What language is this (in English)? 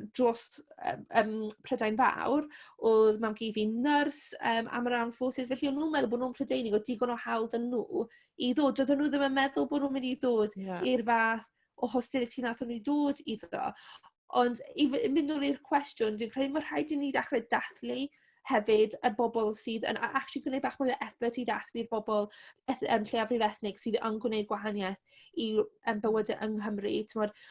Welsh